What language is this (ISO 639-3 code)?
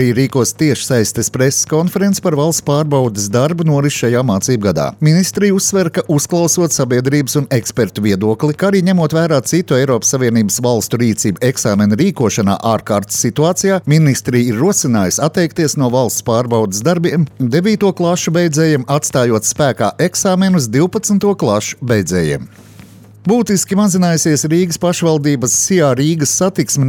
lav